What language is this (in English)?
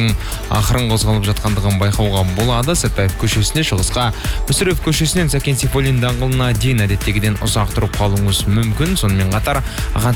Kazakh